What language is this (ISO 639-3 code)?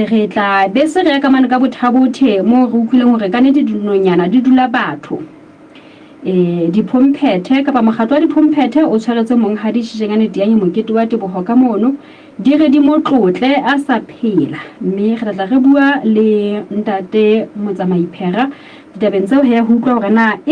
sot